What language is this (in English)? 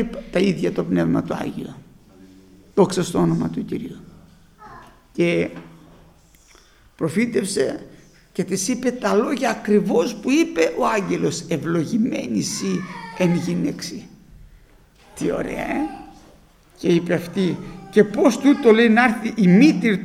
Greek